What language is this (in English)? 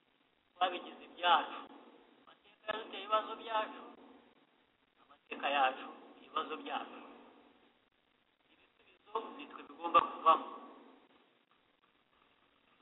Kinyarwanda